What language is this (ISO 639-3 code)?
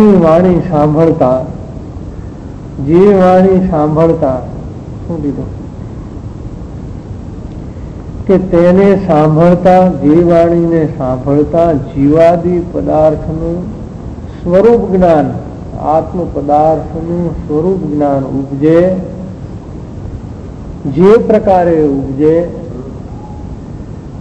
guj